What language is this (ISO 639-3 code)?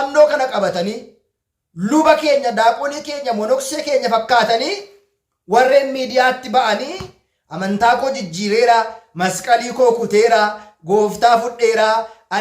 orm